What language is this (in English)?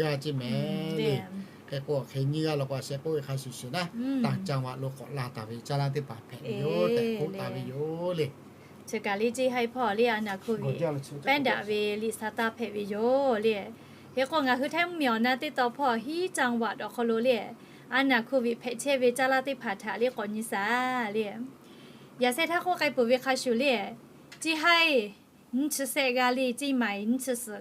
Lahu